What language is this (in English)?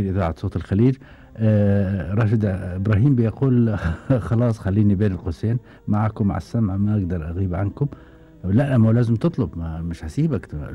Gulf Arabic